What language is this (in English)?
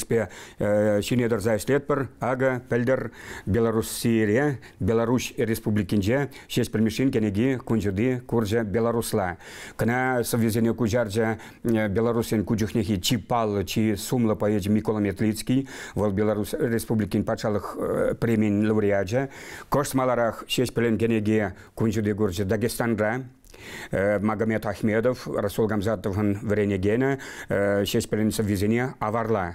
Chuvash